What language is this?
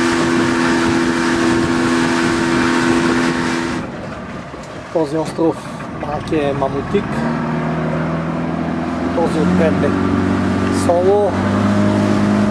Bulgarian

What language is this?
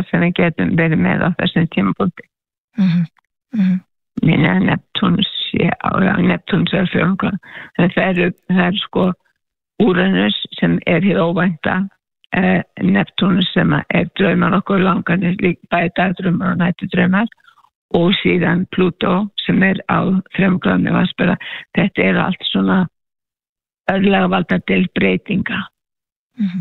Icelandic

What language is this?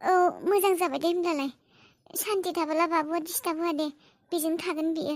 Bodo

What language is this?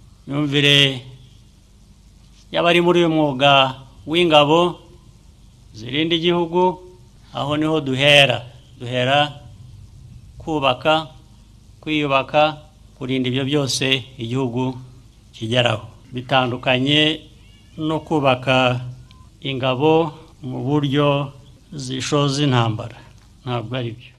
Kinyarwanda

